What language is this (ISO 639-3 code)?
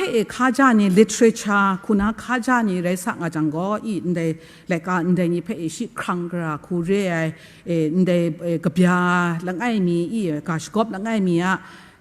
kac